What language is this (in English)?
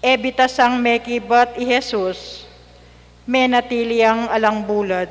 Pampanga